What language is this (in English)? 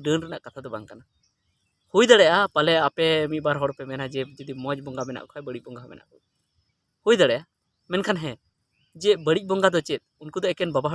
Santali